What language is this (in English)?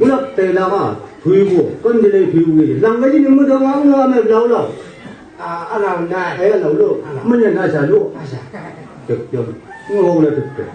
Chang Naga